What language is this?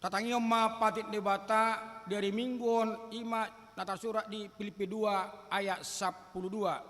Batak Toba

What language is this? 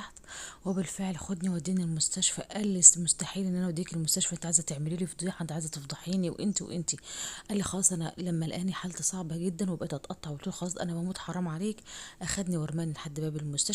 Egyptian Arabic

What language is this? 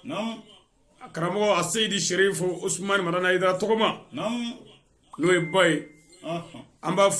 Bambara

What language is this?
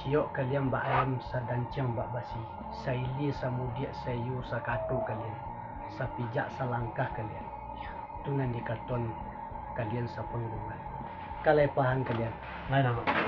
Minangkabau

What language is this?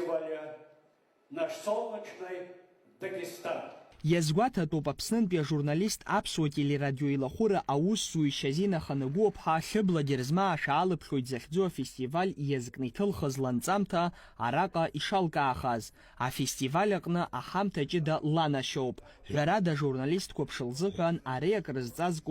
Abkhazian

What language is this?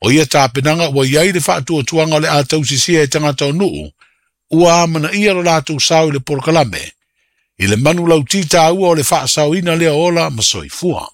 Samoan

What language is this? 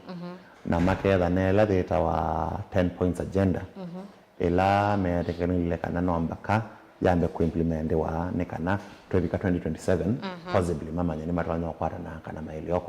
Kamba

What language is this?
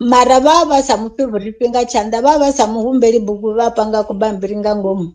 Venda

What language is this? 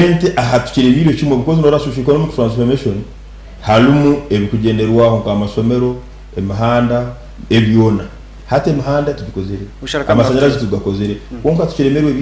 Nyankole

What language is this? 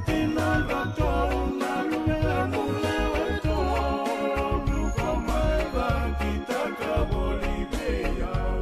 Fijian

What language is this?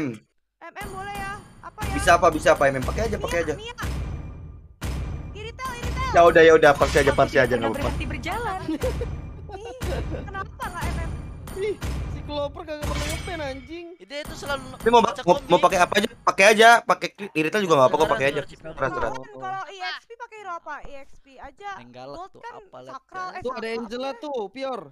Indonesian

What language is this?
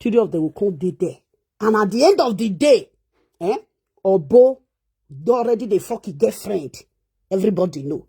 Nigerian Pidgin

